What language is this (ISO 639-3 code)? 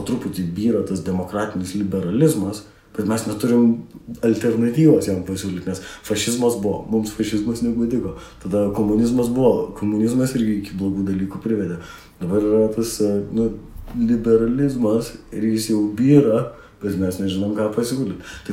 lit